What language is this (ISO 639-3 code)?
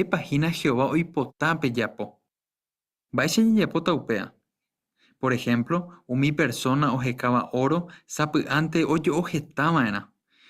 grn